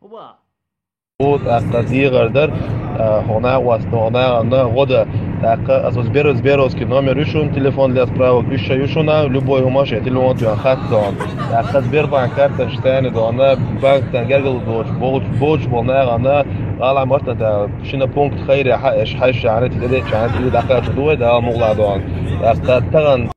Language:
Chechen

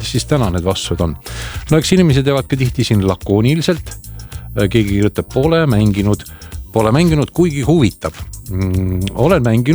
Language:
Estonian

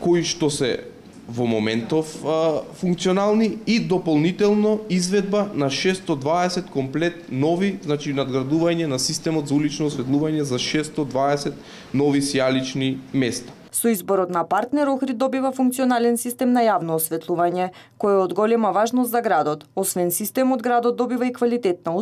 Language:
Macedonian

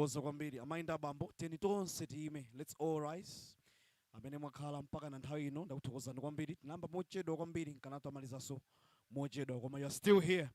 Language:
Nyanja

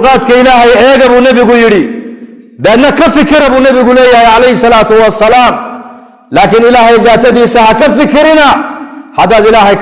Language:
Somali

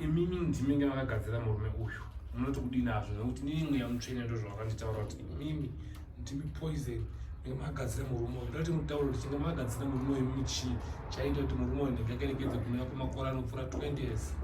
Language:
Shona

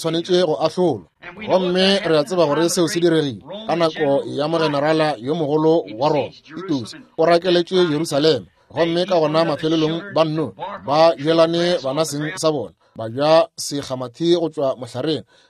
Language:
Northern Sotho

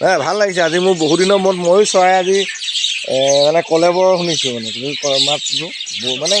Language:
Assamese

